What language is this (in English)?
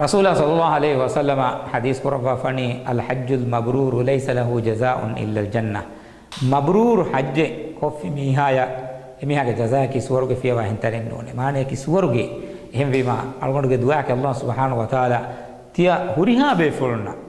Divehi